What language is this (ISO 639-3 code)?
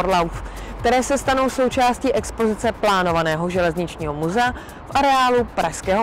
ces